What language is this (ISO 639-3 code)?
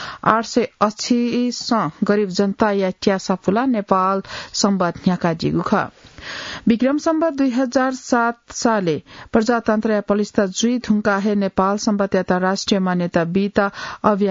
new